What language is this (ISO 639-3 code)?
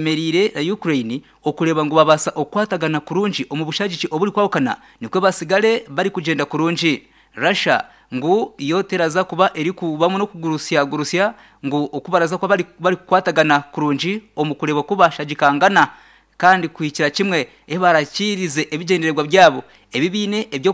nyn